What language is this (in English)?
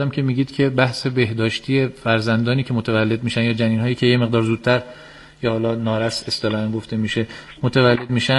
Persian